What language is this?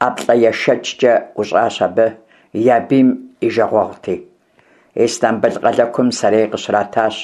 Kabardian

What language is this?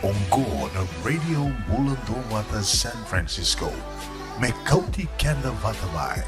Fijian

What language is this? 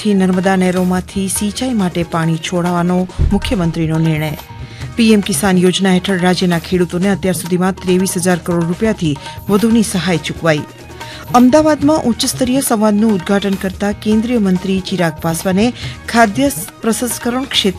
Gujarati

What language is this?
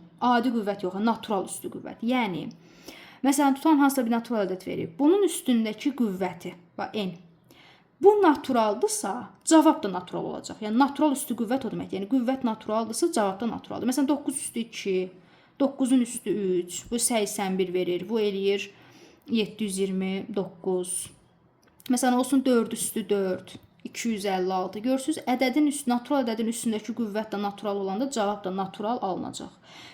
Azerbaijani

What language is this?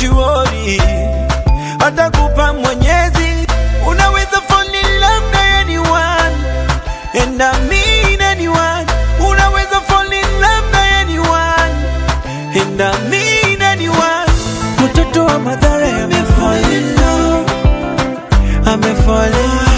Swahili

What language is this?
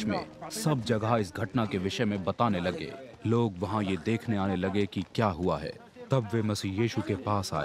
Hindi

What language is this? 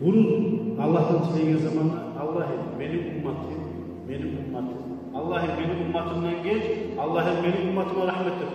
Kumyk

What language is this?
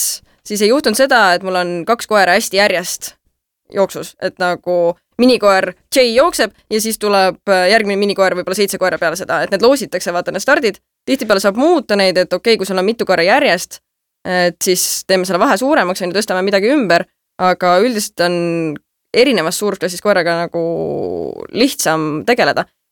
Estonian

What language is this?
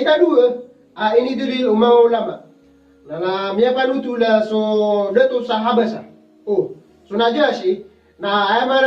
Maranao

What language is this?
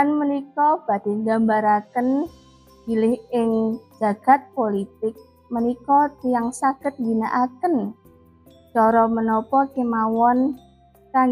Javanese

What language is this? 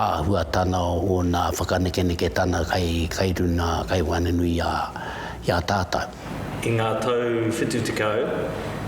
Māori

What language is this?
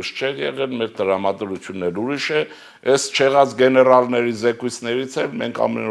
Armenian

